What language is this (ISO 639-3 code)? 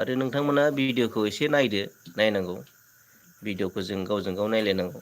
brx